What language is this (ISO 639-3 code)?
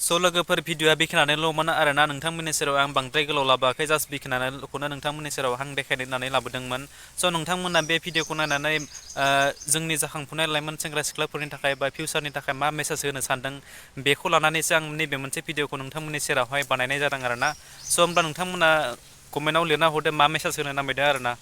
brx